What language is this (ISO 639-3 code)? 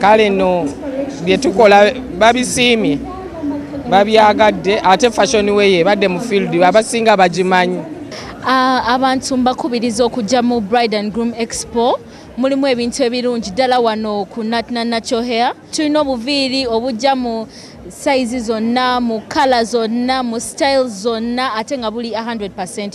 lug